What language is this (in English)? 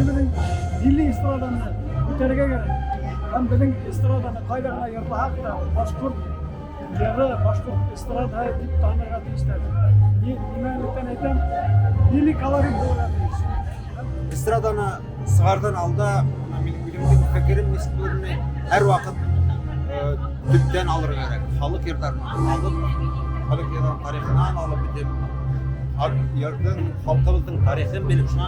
Bashkir